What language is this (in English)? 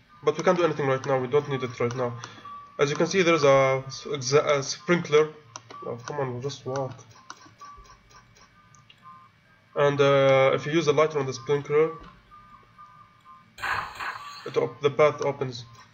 English